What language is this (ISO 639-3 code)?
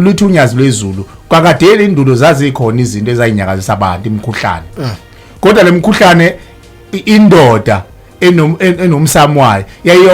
zul